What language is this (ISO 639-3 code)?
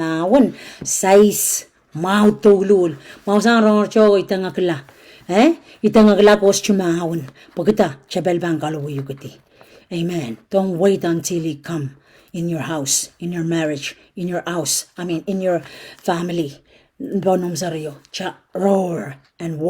pon